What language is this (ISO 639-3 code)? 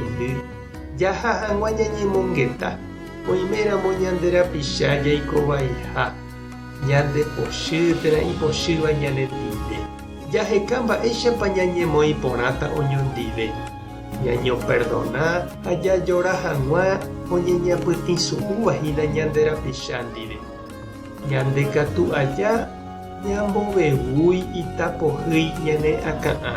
grn